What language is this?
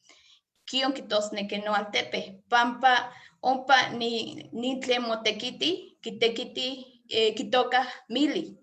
Eastern Huasteca Nahuatl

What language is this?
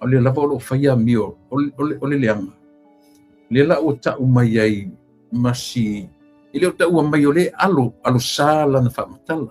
Samoan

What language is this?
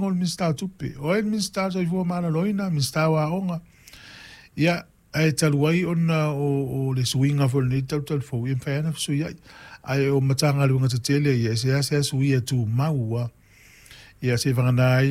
Samoan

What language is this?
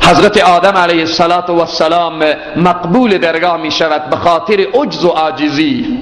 Persian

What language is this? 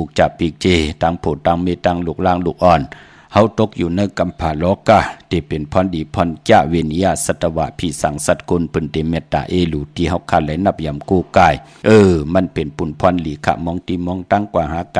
Shan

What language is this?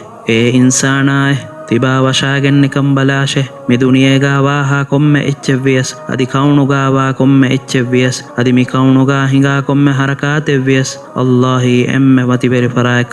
Divehi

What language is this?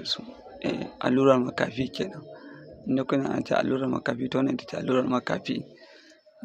Hausa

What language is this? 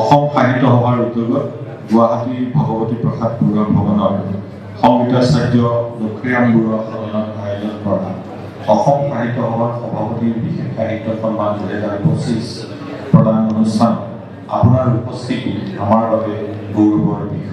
Assamese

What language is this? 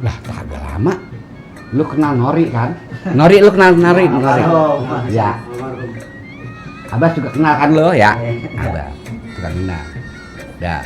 Betawi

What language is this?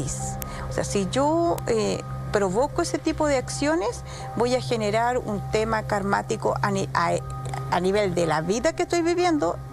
Spanish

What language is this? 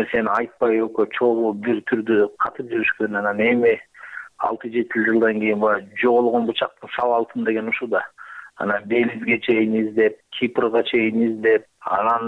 Kyrgyz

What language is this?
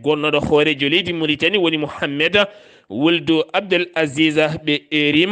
Fula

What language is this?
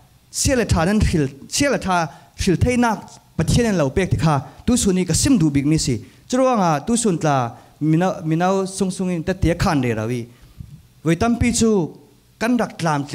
Falam Chin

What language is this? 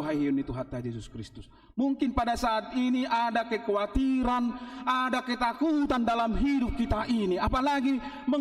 Batak Toba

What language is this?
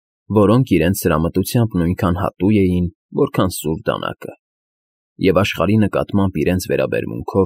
Armenian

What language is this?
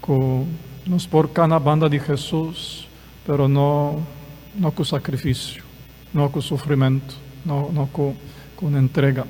Papiamento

